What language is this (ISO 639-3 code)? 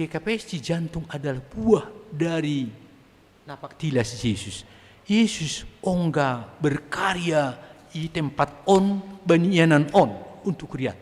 bts